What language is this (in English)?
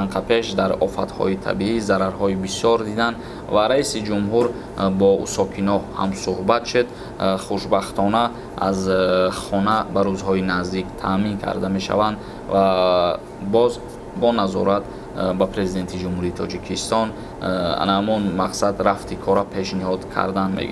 Tajik